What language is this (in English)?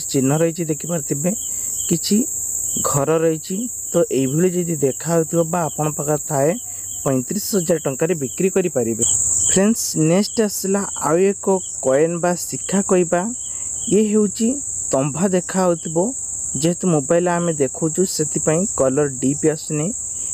Odia